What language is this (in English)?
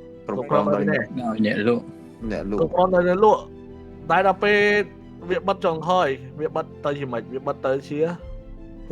Khmer